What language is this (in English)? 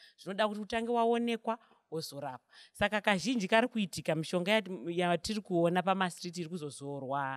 Shona